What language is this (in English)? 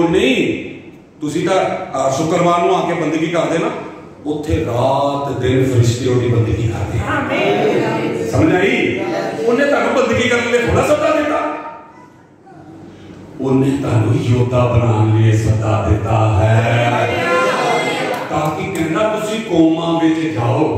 Punjabi